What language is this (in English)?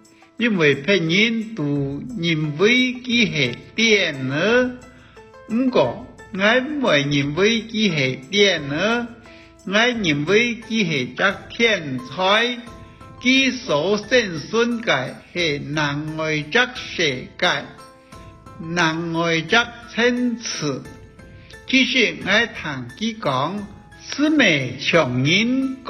Hakka Chinese